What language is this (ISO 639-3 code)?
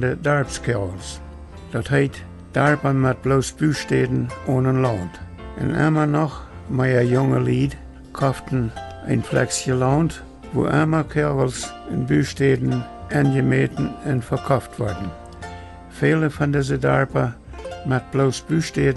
pdt